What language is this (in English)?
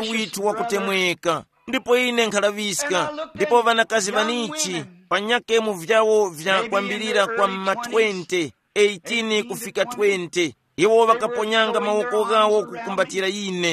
Tumbuka